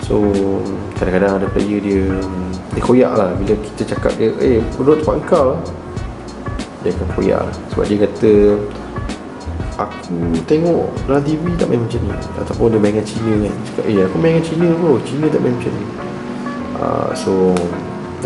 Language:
Malay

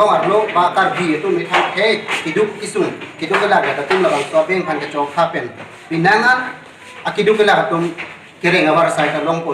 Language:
Karbi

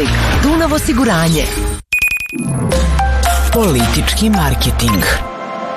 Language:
Serbian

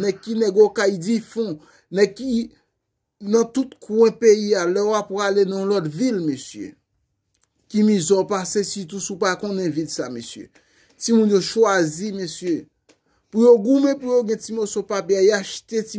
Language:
Haitian Creole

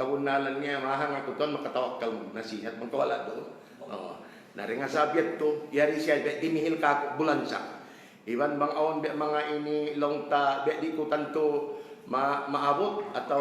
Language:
Tausug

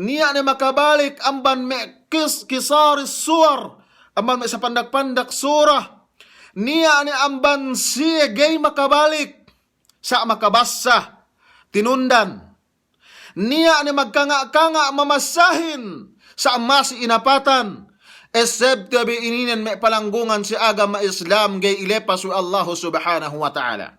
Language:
Yakan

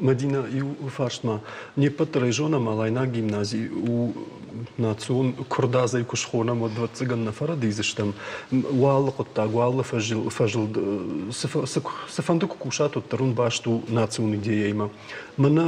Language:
Ossetic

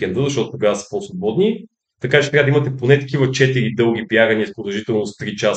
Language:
Bulgarian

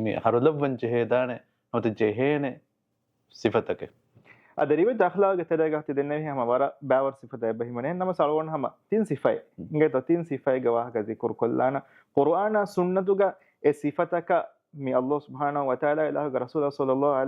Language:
Divehi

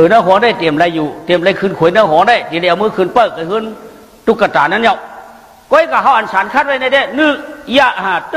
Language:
Shan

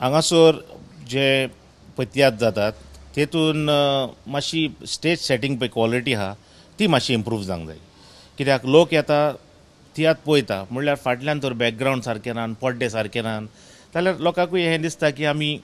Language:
Konkani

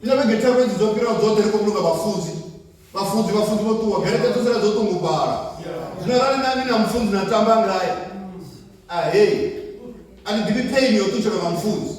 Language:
Venda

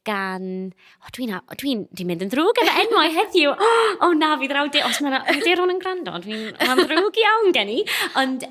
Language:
Welsh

